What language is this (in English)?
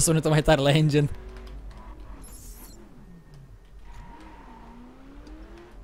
Romanian